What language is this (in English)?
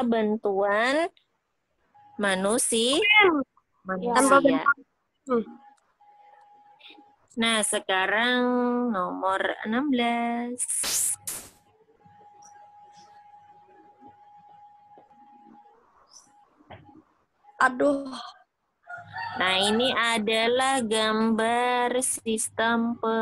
Indonesian